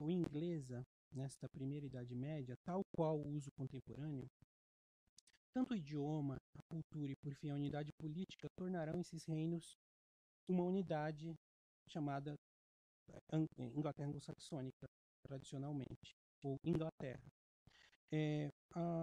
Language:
Portuguese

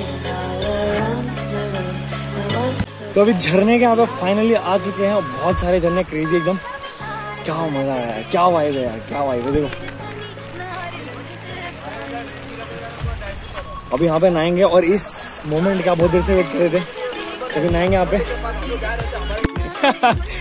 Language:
Hindi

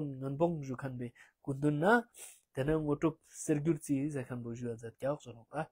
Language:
Ladakhi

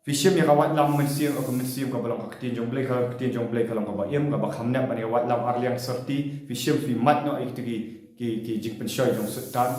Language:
Khasi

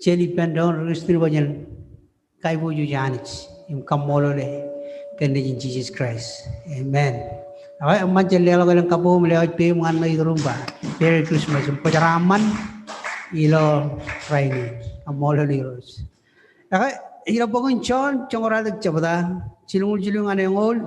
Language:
Marshallese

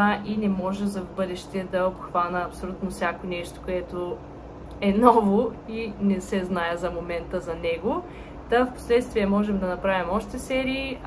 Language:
Bulgarian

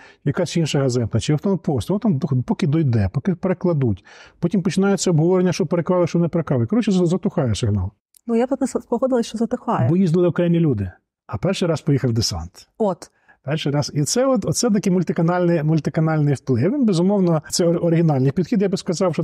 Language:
Ukrainian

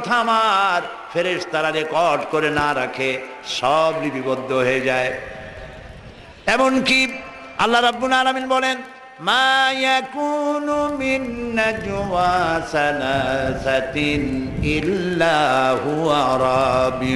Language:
Bangla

